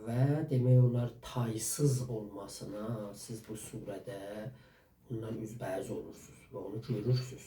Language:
South Azerbaijani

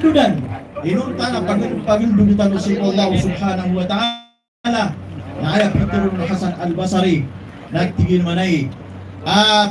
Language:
Maranao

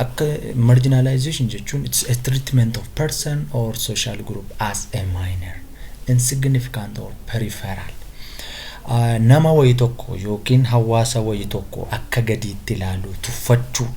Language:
Oromo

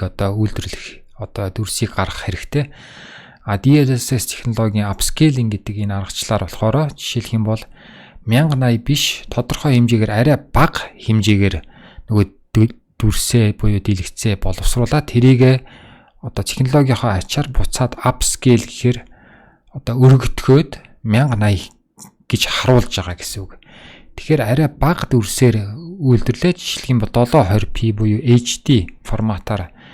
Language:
Mongolian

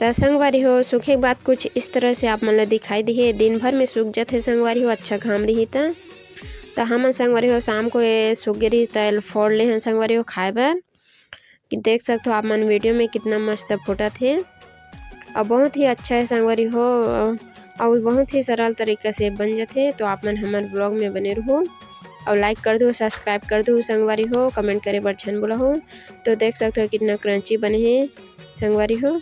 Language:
Chhattisgarhi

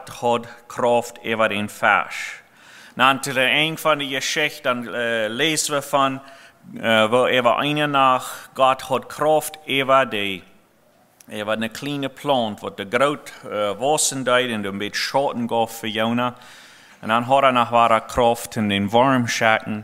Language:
Plautdietsch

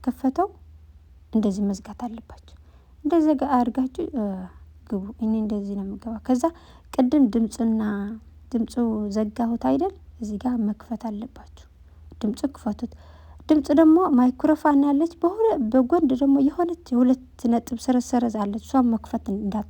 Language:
Amharic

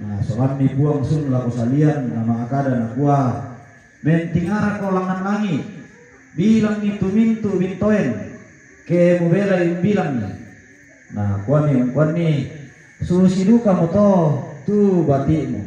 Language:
Toraja-Sa'dan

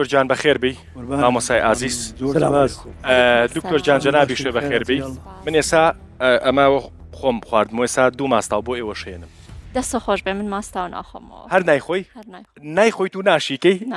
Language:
Central Kurdish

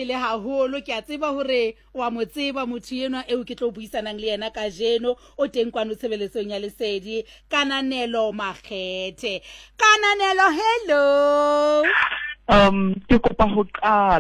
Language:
Southern Sotho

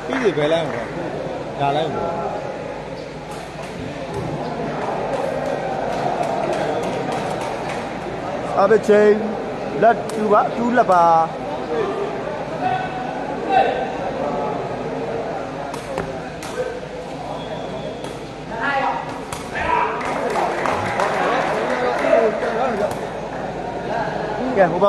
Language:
Burmese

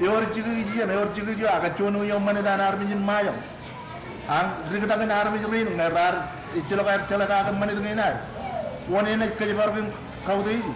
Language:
Marshallese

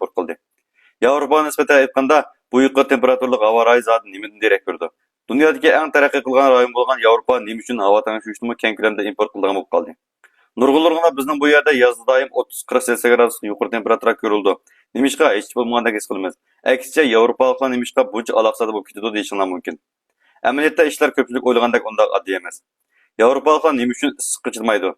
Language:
Uyghur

